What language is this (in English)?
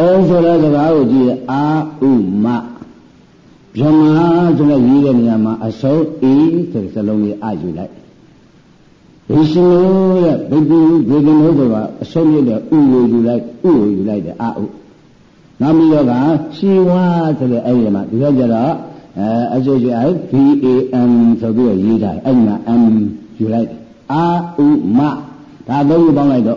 Burmese